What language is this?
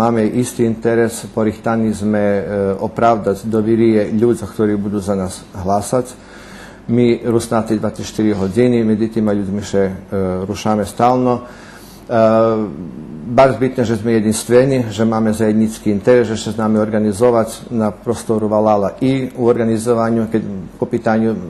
Rusyn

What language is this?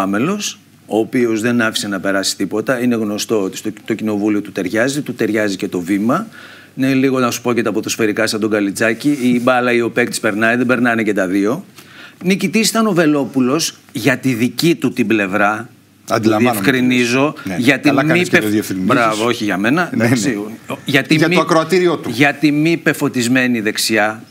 Greek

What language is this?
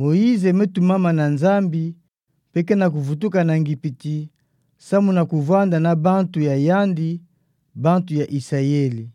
Kituba (Democratic Republic of Congo)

